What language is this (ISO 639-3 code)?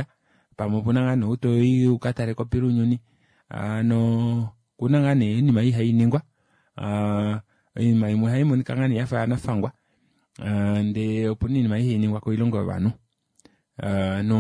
kua